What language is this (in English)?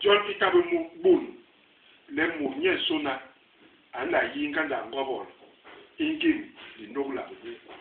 Basaa